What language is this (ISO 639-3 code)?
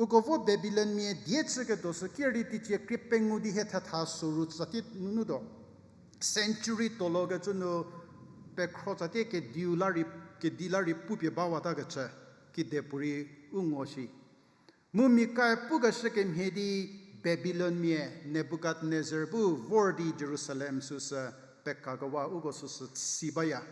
njm